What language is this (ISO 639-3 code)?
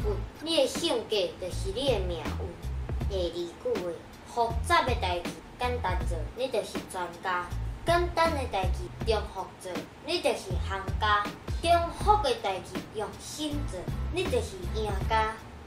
nan